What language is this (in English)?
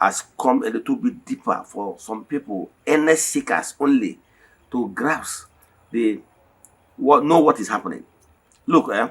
Igbo